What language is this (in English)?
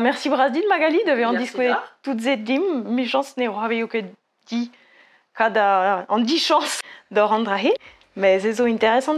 Breton